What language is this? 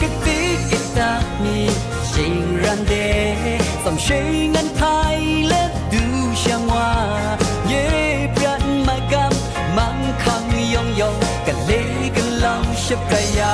Kachin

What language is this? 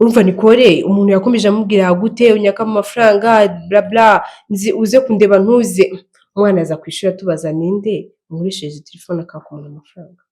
Kinyarwanda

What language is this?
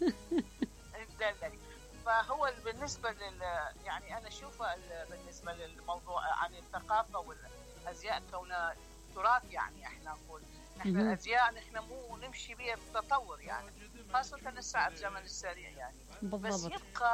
Mesopotamian Arabic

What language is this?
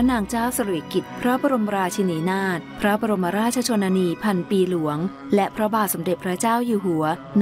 Thai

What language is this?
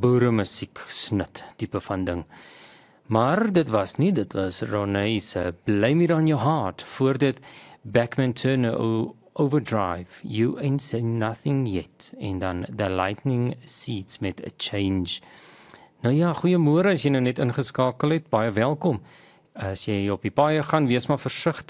Afrikaans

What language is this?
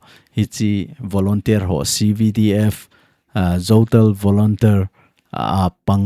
Thado Chin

